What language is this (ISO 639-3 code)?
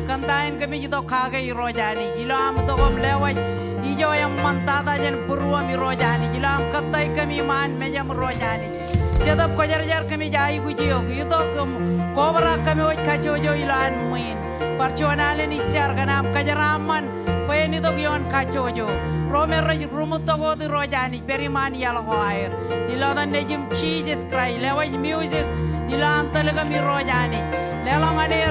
mah